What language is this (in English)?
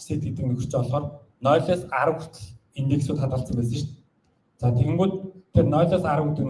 Mongolian